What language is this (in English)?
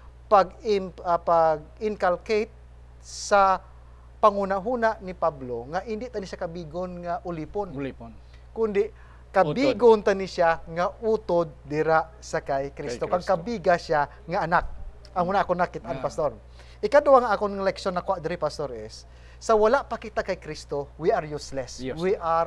Hiligaynon